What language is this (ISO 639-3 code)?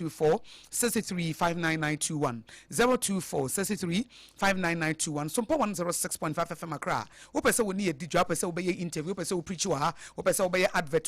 aka